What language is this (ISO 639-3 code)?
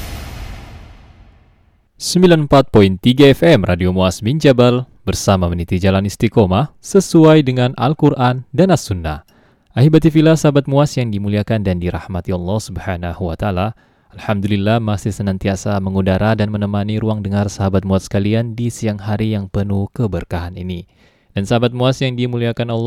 ind